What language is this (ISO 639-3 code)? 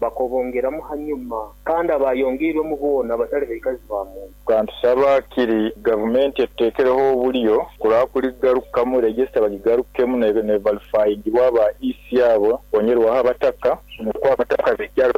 nyo